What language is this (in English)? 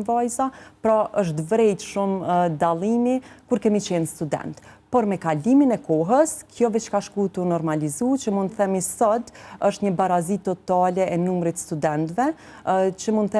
Albanian